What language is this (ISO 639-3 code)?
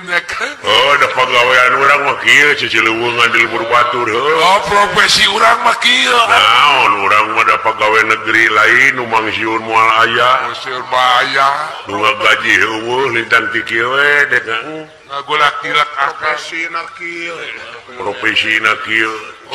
sun